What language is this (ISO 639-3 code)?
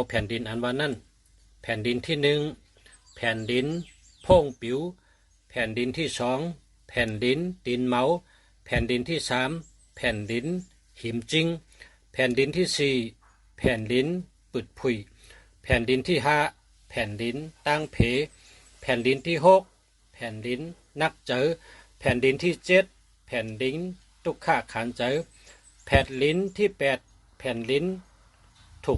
shn